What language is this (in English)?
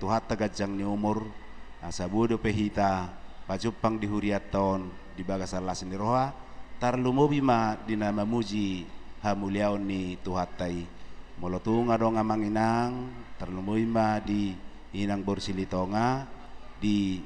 Batak Toba